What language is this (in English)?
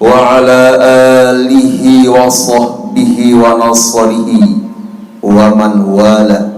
Sasak